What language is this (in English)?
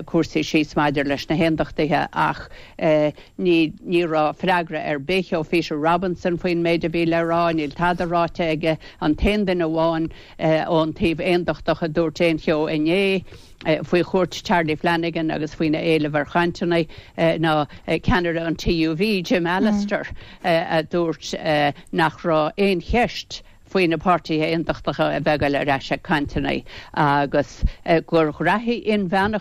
Irish